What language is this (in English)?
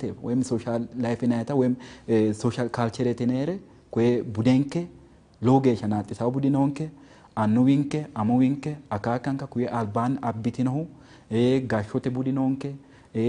Sidamo